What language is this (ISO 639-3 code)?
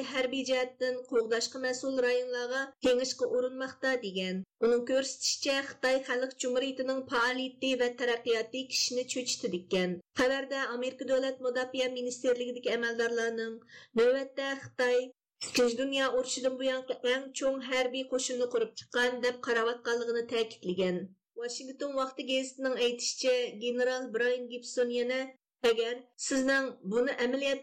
uig